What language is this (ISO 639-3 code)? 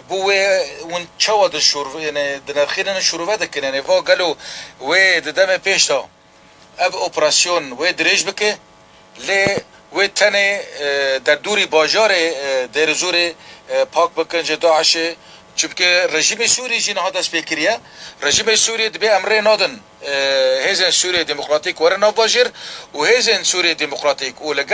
kur